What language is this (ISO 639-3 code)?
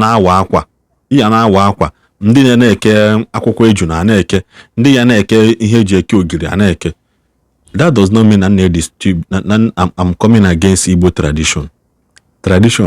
ibo